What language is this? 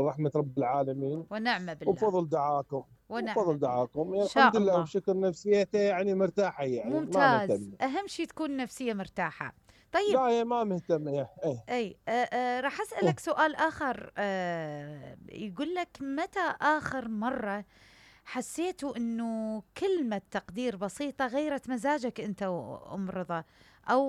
Mesopotamian Arabic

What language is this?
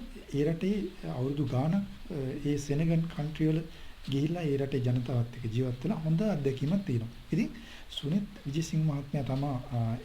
Sinhala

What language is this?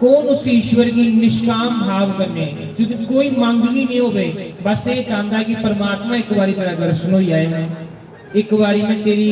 Dogri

